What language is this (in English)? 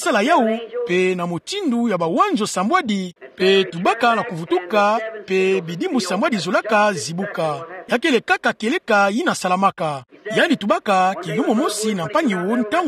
Kituba (Democratic Republic of Congo)